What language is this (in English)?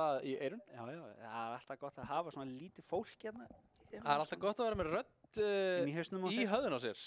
Icelandic